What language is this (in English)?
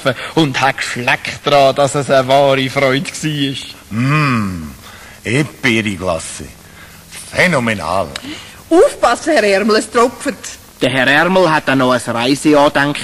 Swiss German